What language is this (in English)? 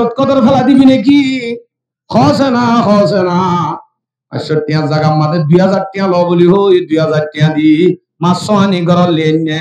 Rohingya